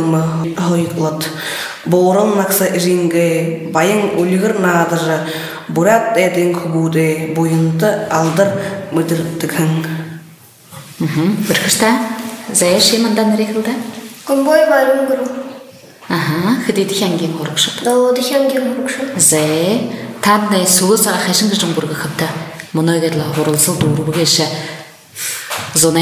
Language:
Buriat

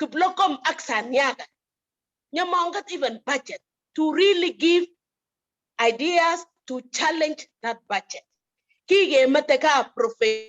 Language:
Kalenjin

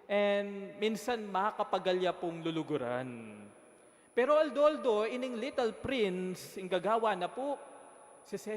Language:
Pampanga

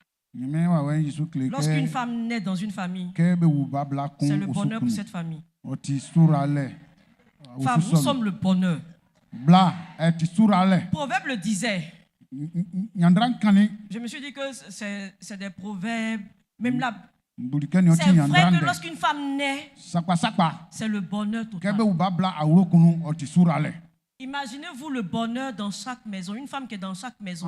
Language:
Baoulé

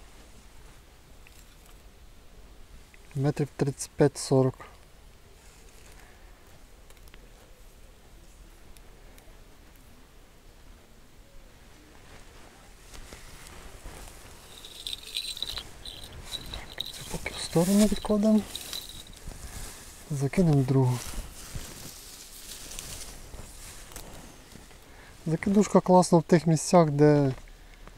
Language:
Ukrainian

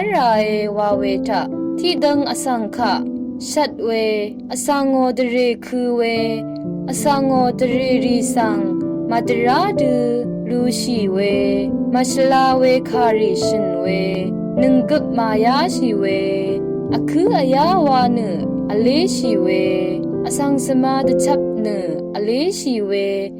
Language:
Rawang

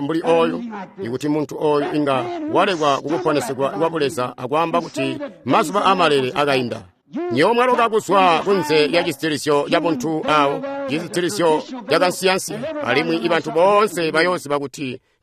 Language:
Tonga (Zambia)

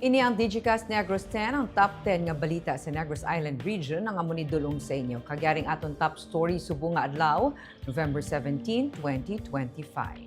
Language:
Hiligaynon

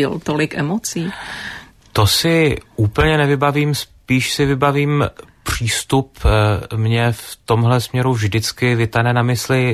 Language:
Czech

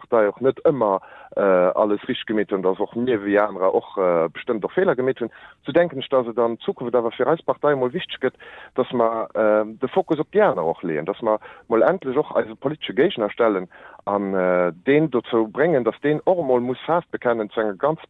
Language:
Luxembourgish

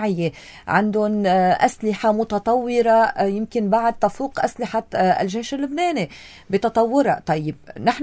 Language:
North Levantine Arabic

